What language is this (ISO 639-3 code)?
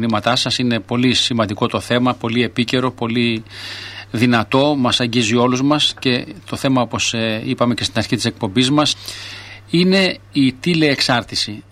ell